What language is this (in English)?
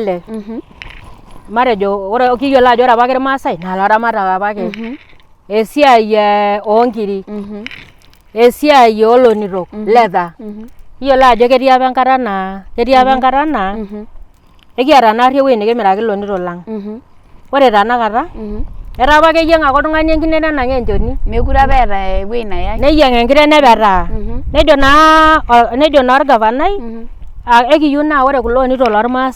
Masai